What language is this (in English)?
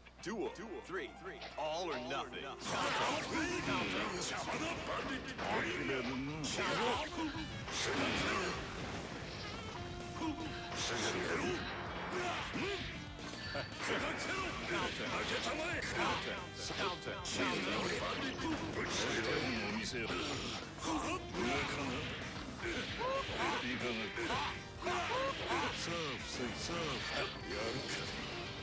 Japanese